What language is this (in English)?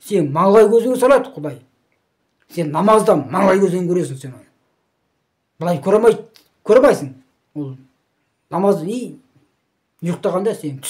Kazakh